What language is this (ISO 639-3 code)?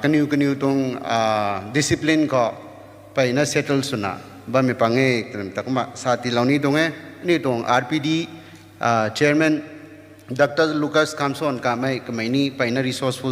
nbu